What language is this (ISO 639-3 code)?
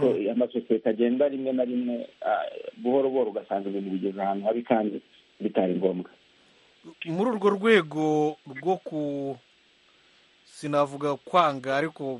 kin